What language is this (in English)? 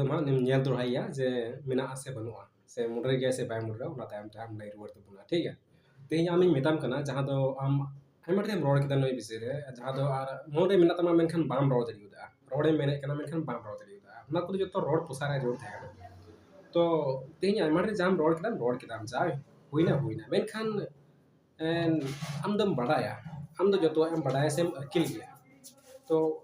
Santali